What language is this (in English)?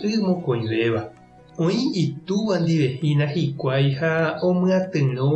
Guarani